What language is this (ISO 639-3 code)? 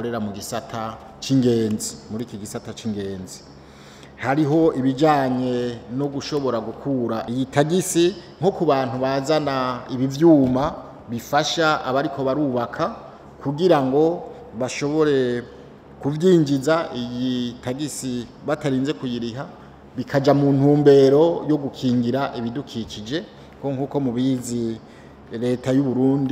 run